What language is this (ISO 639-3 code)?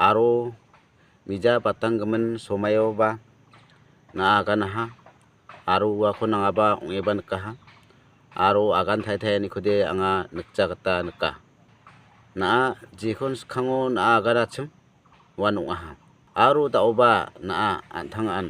grt